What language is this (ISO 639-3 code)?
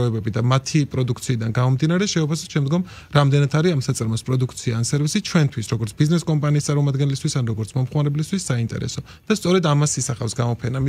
kat